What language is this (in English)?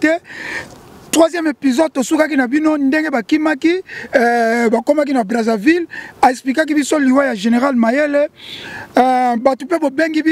Lingala